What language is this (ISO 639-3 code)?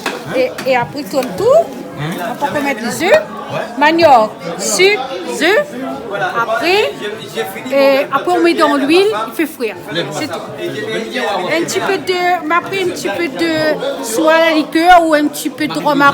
rcf